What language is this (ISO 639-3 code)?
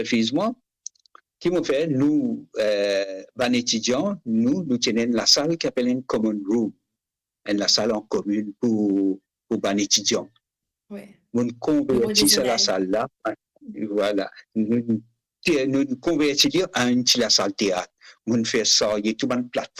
mfe